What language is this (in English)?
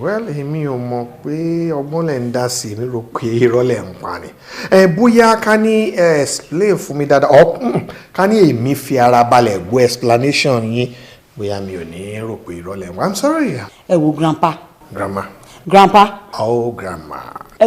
Yoruba